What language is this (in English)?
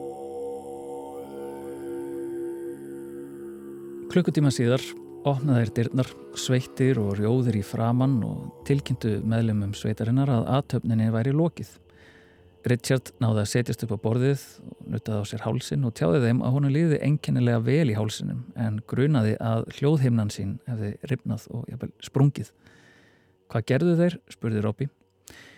Icelandic